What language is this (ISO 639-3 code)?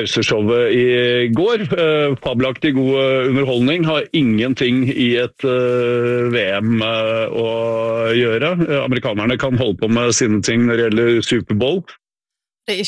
nor